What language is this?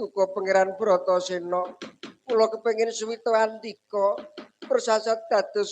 Javanese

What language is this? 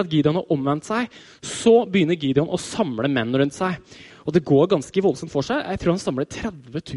Norwegian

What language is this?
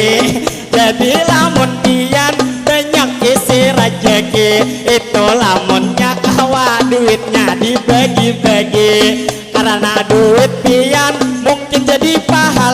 Banjar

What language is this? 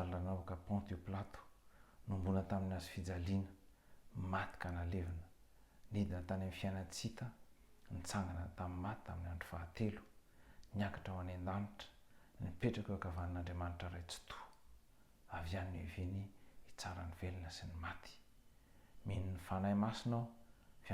Malagasy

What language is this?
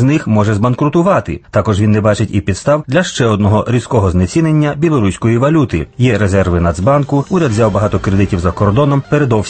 Ukrainian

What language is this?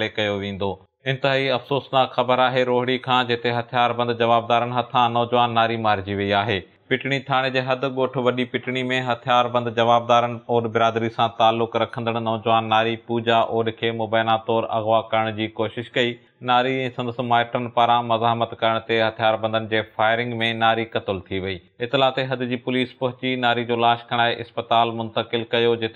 Sindhi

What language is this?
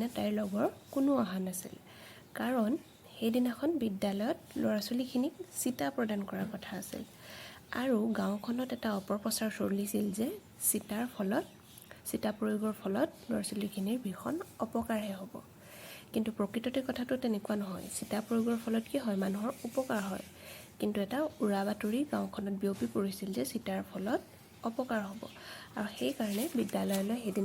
Assamese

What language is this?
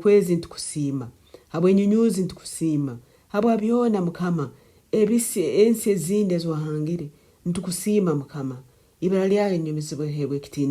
Nyankole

